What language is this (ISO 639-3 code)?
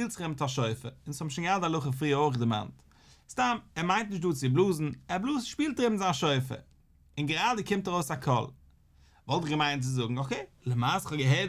yid